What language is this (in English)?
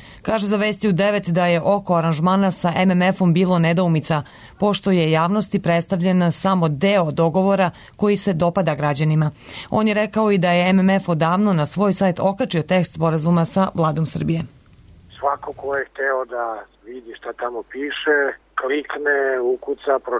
Serbian